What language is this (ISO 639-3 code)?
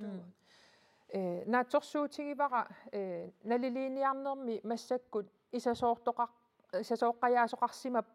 kal